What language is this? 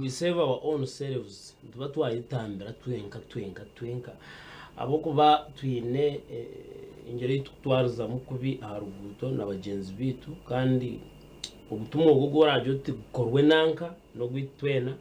Nyankole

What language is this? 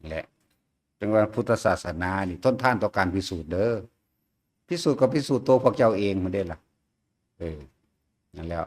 Northeastern Thai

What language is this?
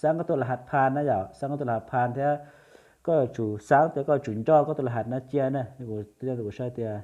Hmong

